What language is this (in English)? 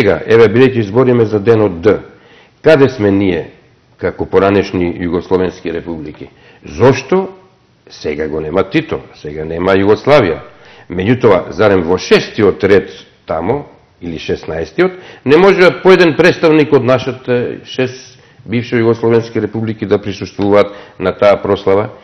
Macedonian